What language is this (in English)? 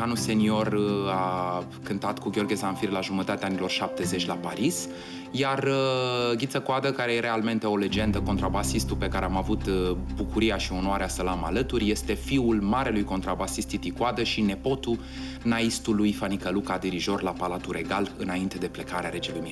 Romanian